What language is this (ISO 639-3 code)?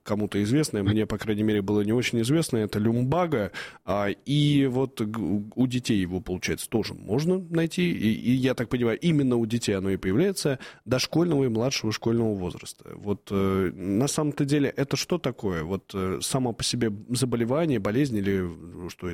rus